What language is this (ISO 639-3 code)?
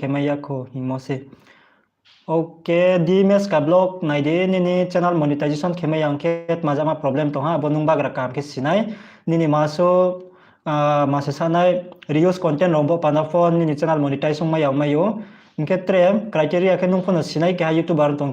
ria